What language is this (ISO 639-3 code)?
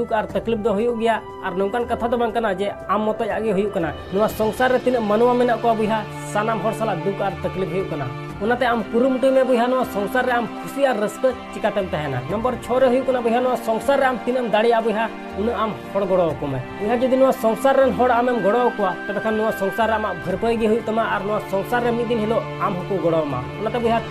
sat